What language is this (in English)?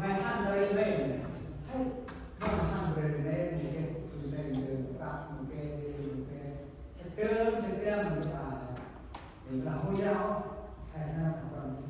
Central Mnong